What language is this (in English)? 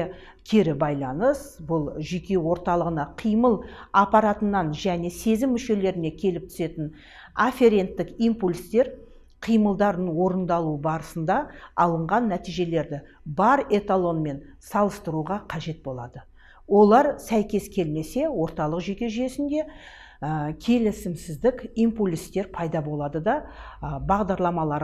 Kazakh